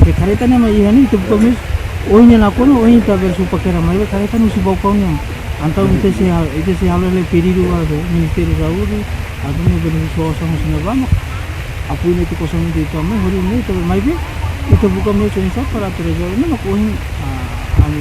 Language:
Tetum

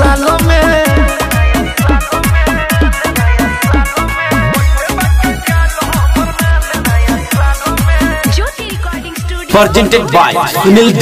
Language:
Bhojpuri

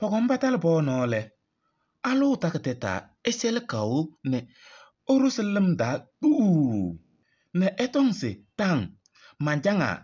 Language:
Kabiyè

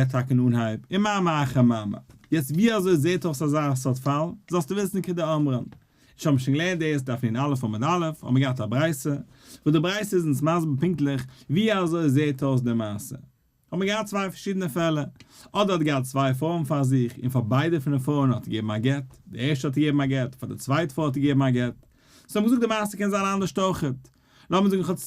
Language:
Yiddish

